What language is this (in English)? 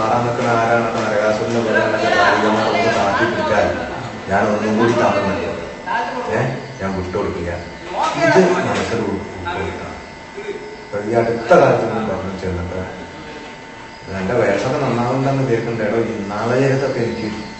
Malayalam